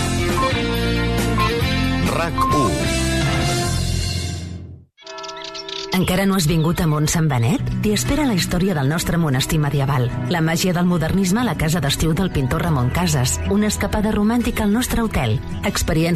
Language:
Catalan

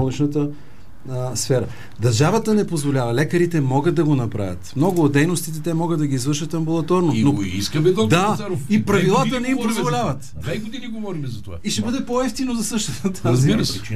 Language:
Bulgarian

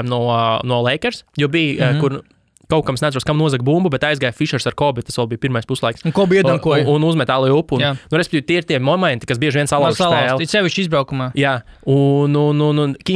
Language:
Latvian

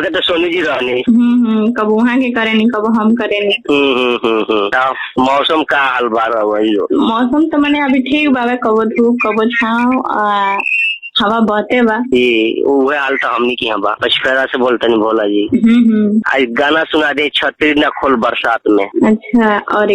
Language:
Bhojpuri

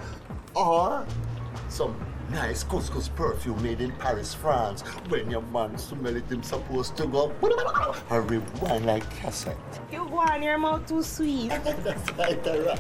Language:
Jamaican Creole English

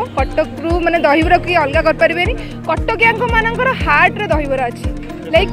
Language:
Odia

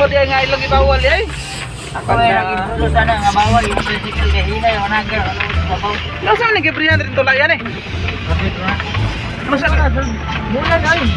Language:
Cebuano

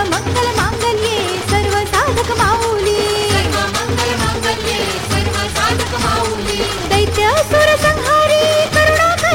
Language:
Marathi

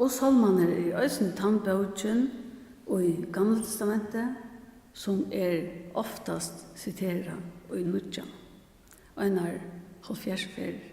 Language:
Faroese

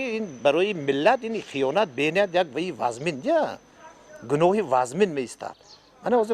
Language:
Tajik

